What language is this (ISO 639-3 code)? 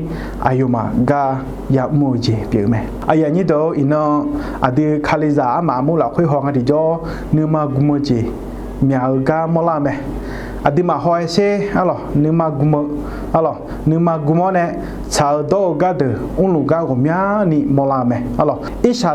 ahk